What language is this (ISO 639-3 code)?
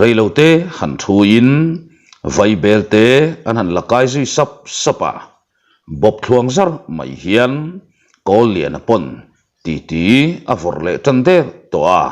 lus